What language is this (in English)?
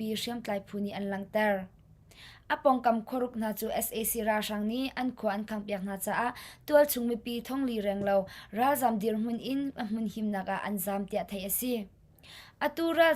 Hakha Chin